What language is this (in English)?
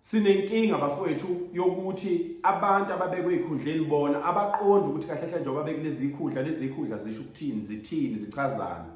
Zulu